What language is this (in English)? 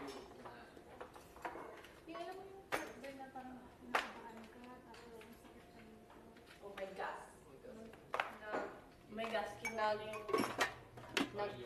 Filipino